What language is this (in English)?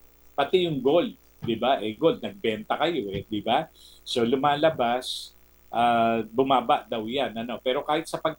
Filipino